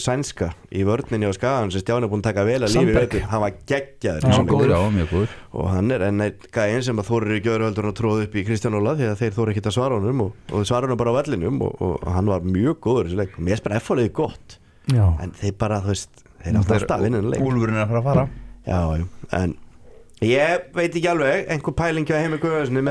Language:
Icelandic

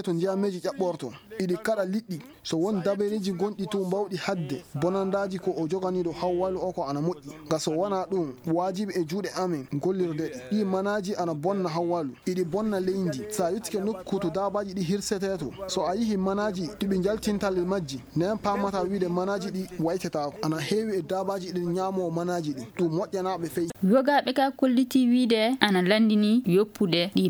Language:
Fula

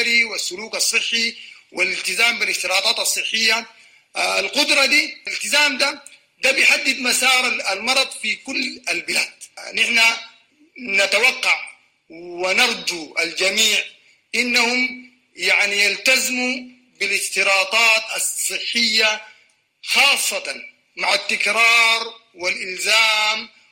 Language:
Sudanese Arabic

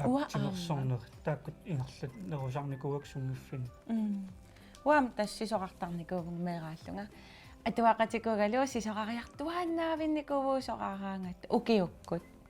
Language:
Kalaallisut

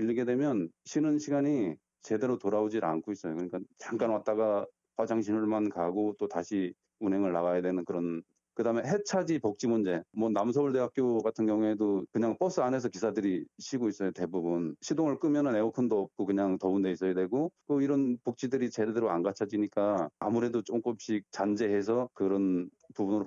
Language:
Korean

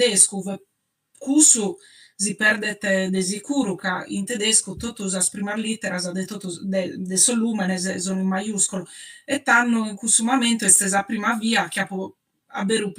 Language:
Sardinian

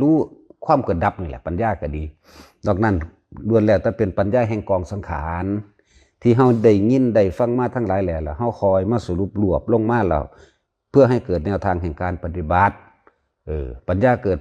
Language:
Northeastern Thai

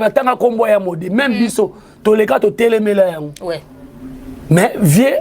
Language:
Lingala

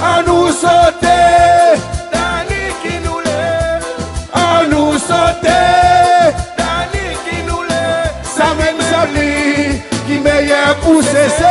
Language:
Seselwa Creole French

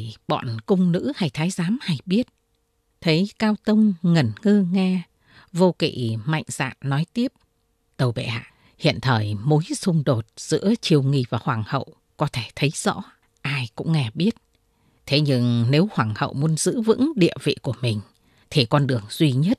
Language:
Vietnamese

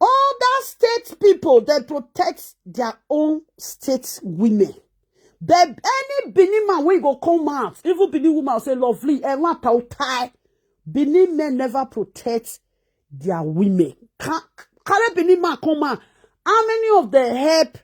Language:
Nigerian Pidgin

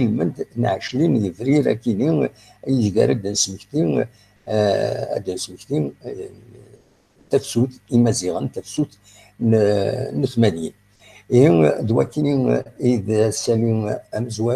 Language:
Kabyle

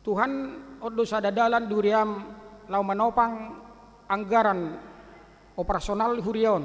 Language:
Batak Toba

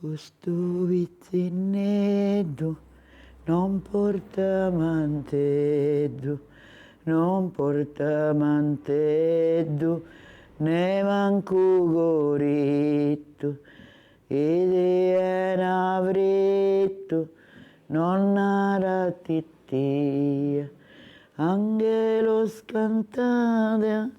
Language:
Sardinian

